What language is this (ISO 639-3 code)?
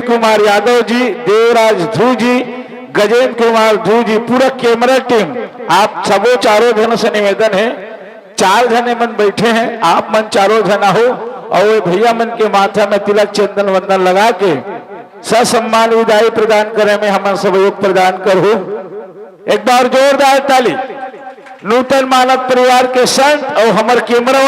hne